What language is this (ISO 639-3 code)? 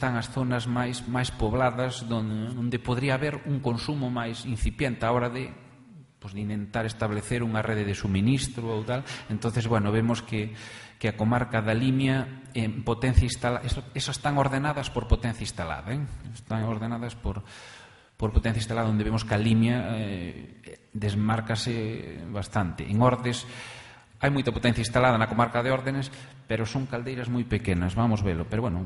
glg